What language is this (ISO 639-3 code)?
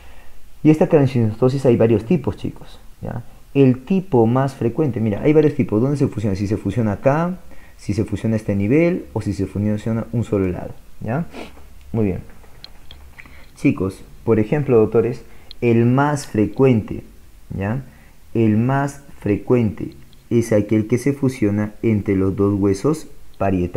spa